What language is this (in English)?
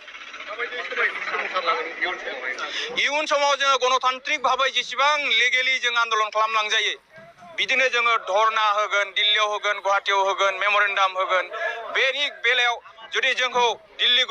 Bodo